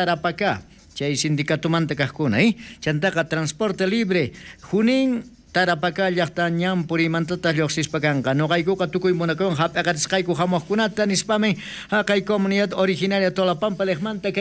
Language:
South Bolivian Quechua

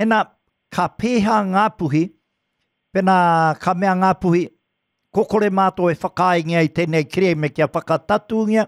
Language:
Māori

